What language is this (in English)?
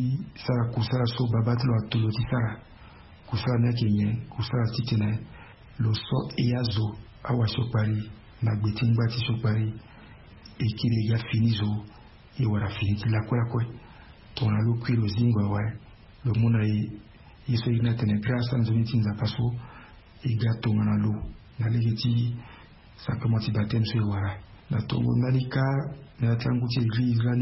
Sango